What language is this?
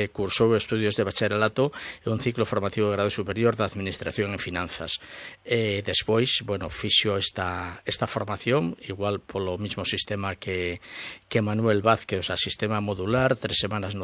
Galician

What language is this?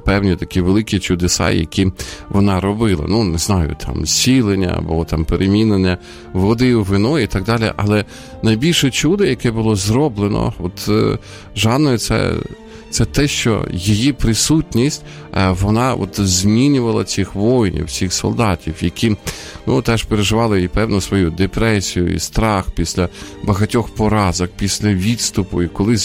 Ukrainian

